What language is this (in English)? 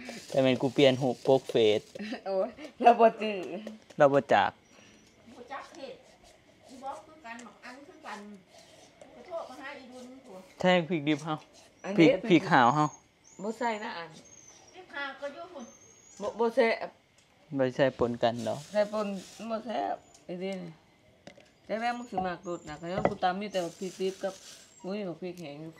Northeastern Thai